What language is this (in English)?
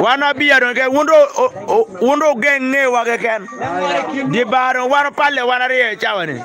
Acoli